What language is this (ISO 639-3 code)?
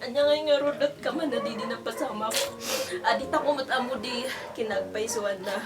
kne